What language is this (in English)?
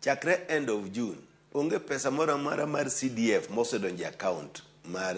Luo (Kenya and Tanzania)